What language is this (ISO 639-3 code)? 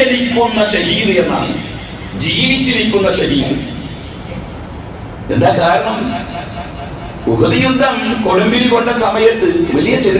mal